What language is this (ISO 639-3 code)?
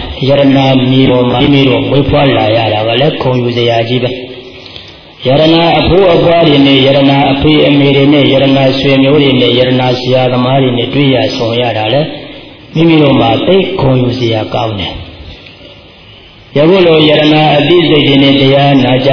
mya